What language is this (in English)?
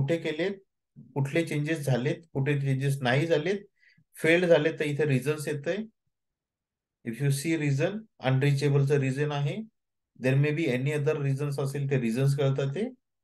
Marathi